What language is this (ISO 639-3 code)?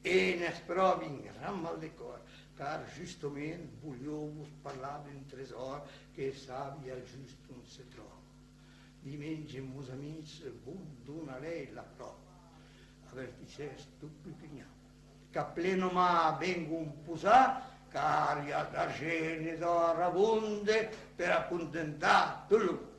oci